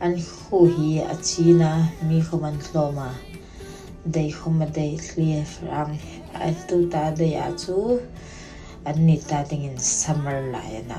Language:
Hmar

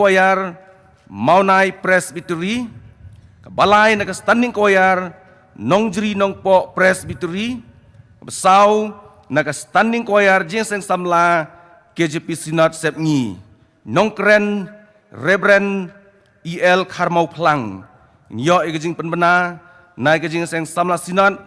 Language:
Khasi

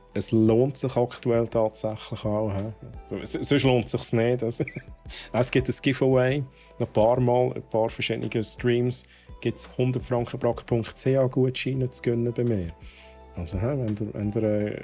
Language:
Swiss German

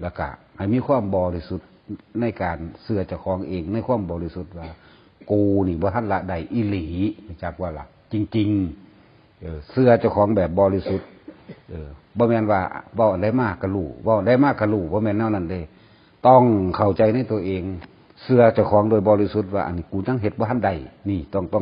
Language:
Northeastern Thai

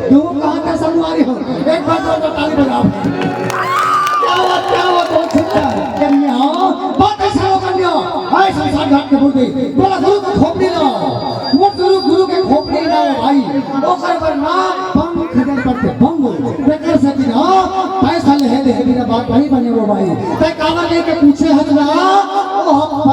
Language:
Chhattisgarhi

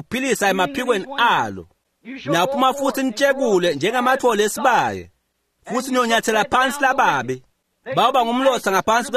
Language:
Swati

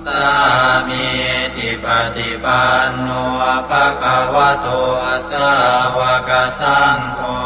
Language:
Pali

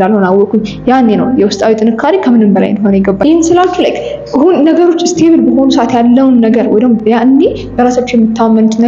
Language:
Amharic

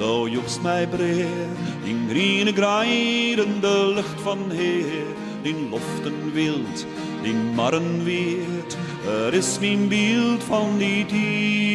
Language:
Western Frisian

